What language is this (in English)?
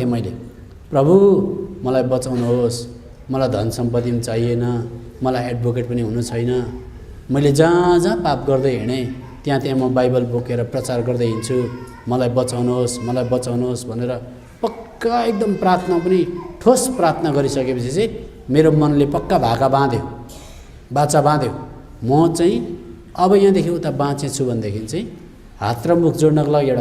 Nepali